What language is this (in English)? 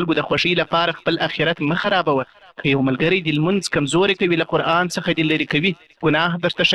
Pashto